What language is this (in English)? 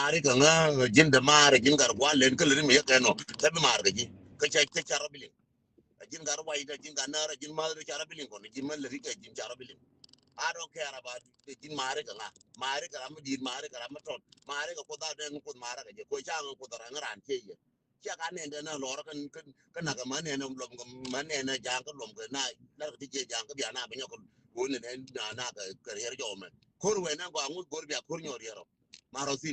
Nuer